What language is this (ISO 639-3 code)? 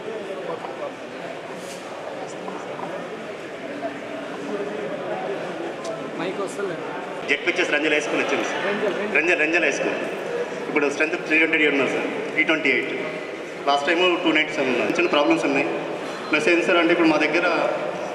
tel